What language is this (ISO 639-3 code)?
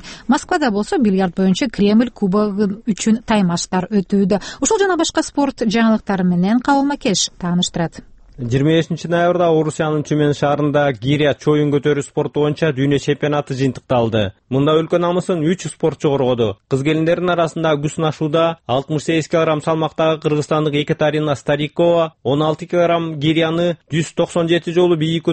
kir